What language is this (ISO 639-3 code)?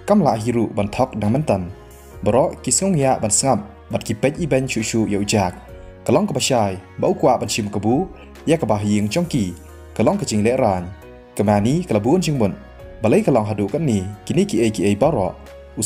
kha